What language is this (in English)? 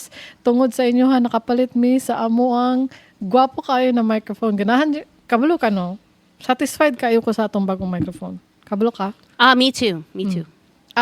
Cebuano